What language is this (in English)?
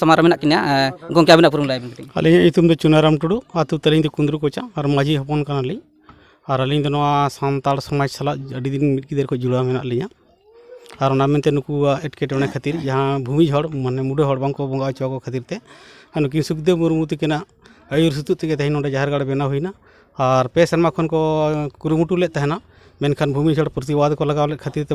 Santali